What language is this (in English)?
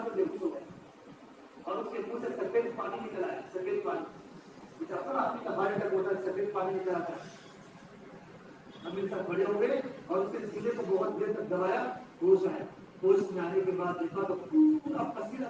Urdu